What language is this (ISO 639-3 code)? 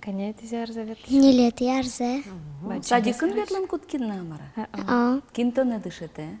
udm